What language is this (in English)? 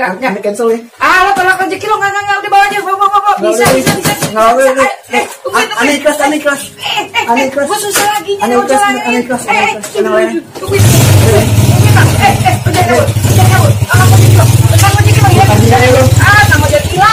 Betawi